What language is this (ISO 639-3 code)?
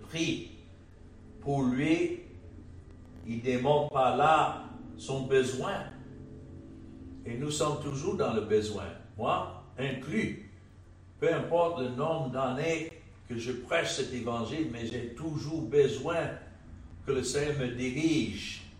fra